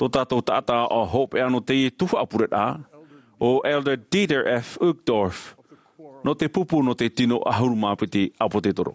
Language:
Tahitian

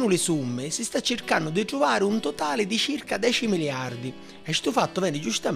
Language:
Sicilian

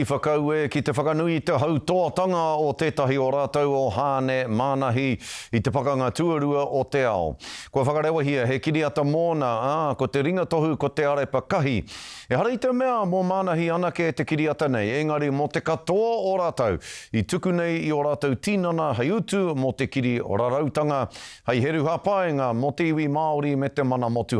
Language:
Māori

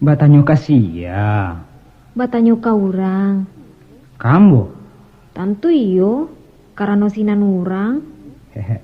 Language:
Minangkabau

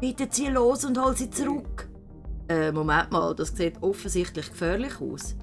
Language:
Swiss German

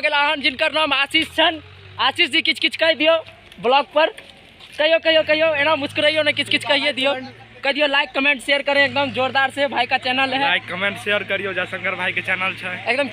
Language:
Maithili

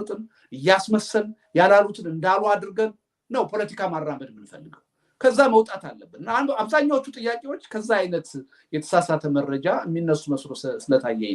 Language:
Amharic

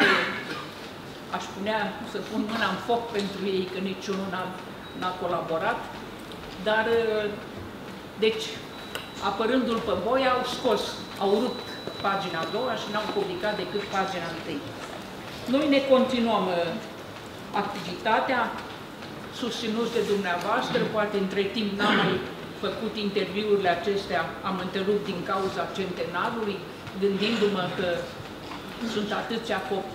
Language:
Romanian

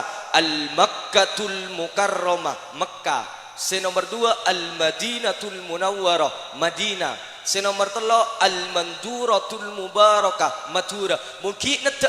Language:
Madurese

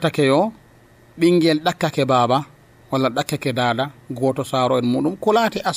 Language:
Nigerian Fulfulde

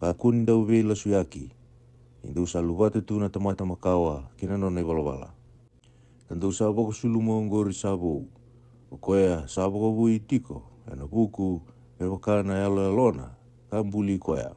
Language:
Fijian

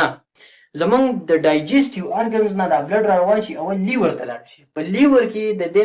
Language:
Pashto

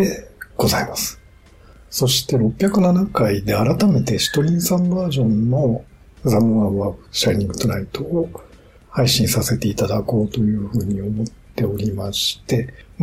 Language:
Japanese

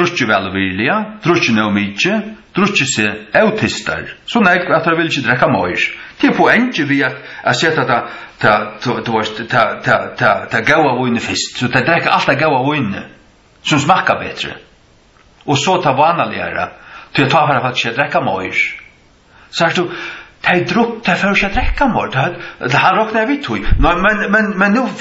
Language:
Faroese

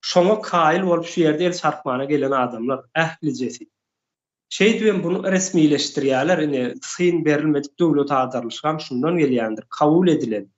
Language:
Turkmen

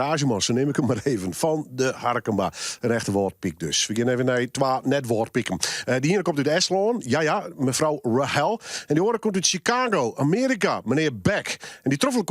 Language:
Western Frisian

